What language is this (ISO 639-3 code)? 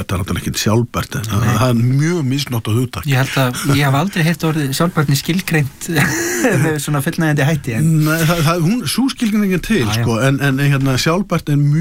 isl